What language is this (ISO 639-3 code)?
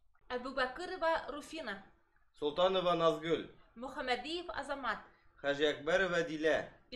bak